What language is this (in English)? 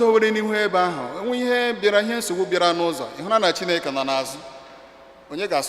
Igbo